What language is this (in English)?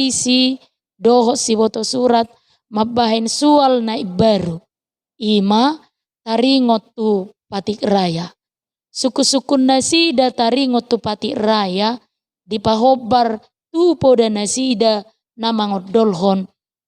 Batak Toba